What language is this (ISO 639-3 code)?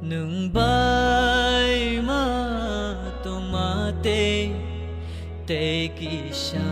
trp